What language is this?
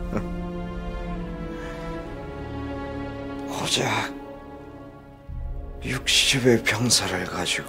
Korean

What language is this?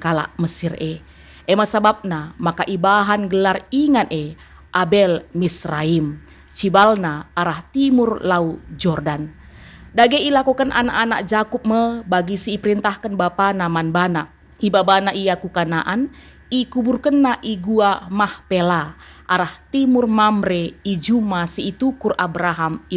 Batak Karo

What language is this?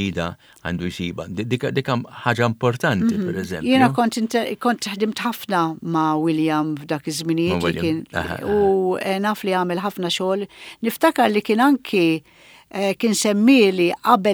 Maltese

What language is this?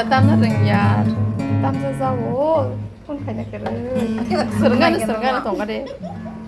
Kok Borok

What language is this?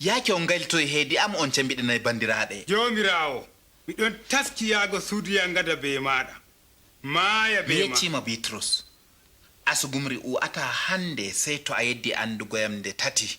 Adamawa Fulfulde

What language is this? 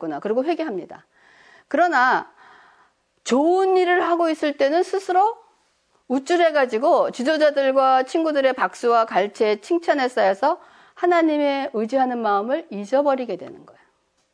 Korean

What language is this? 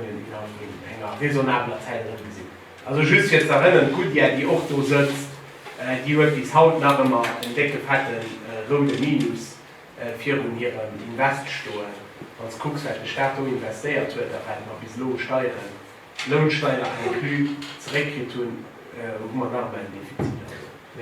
Luxembourgish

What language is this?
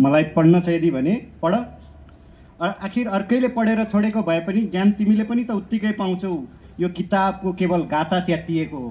Nepali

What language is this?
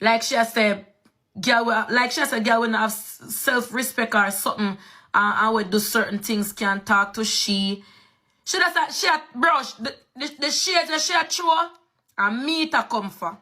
Jamaican Creole English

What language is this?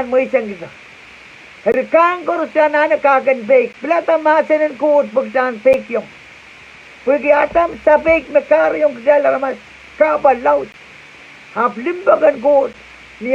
Pohnpeian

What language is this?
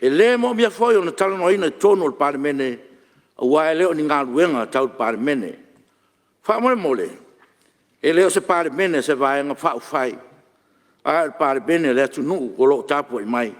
Samoan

